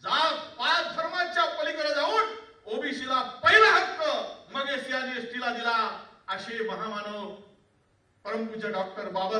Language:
Marathi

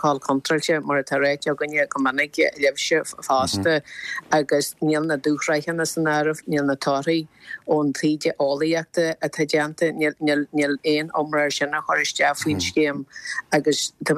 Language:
Irish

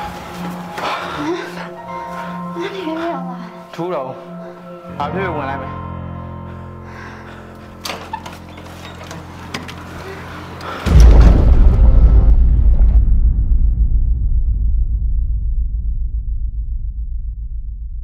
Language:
Burmese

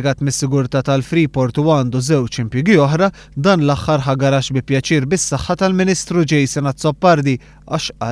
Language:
Maltese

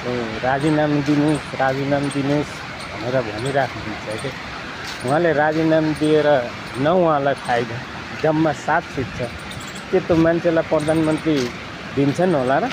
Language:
Nepali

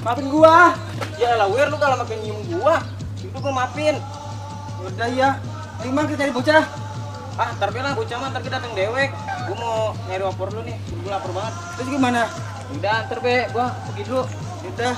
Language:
Betawi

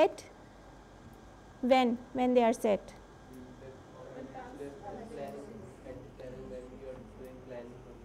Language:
English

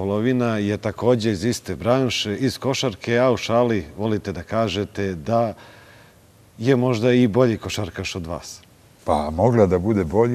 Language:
Serbian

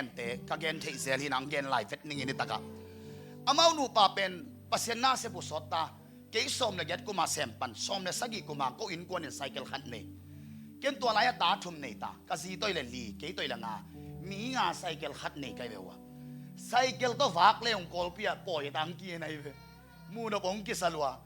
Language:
Tedim Chin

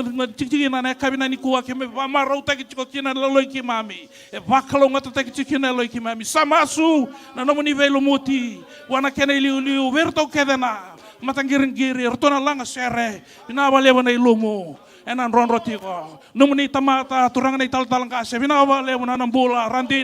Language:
Fijian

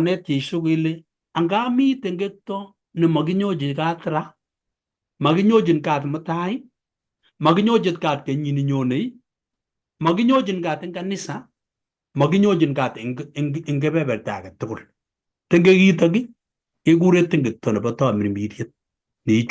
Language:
Kalenjin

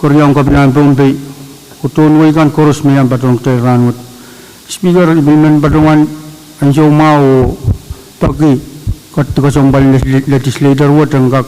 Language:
Pohnpeian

